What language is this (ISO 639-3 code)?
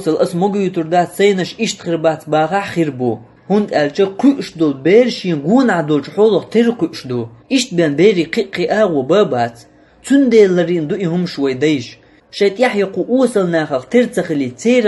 che